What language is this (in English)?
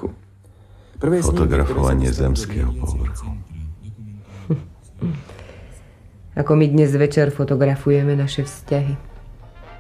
Slovak